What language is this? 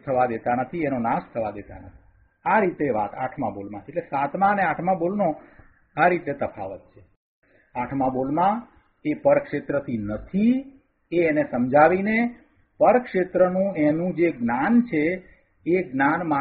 Gujarati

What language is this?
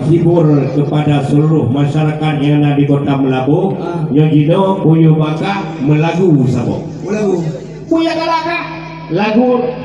Achinese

